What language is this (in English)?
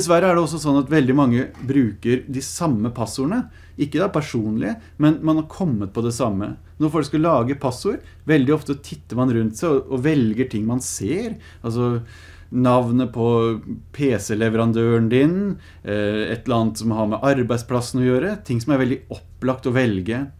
Norwegian